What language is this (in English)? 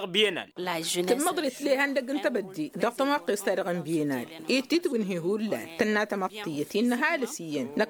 Tamasheq